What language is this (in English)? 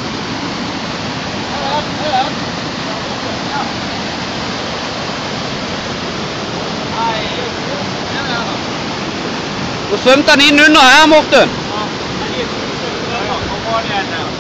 Norwegian